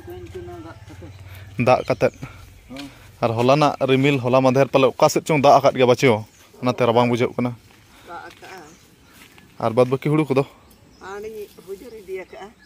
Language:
Santali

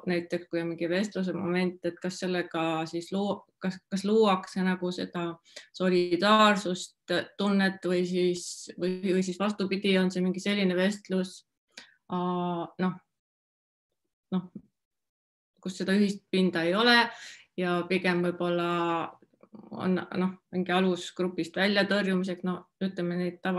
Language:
Estonian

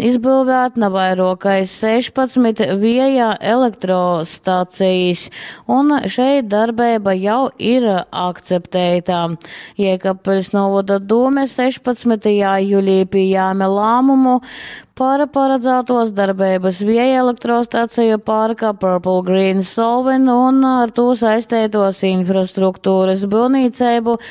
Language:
Latgalian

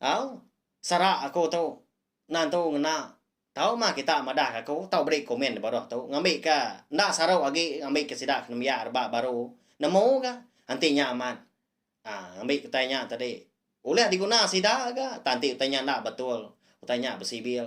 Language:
Iban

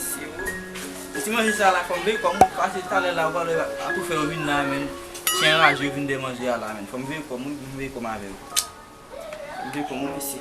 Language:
Haitian Creole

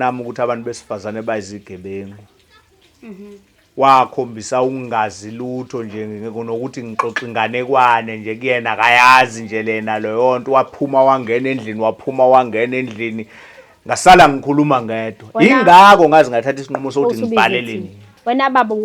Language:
Zulu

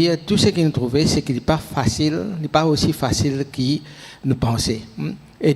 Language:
Morisyen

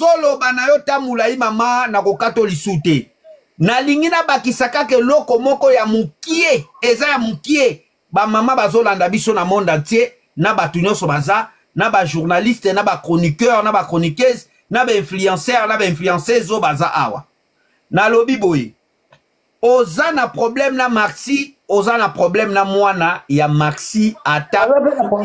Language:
Lingala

